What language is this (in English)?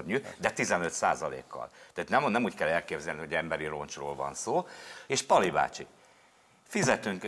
Hungarian